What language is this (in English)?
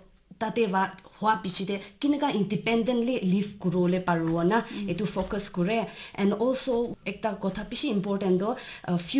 Naga Pidgin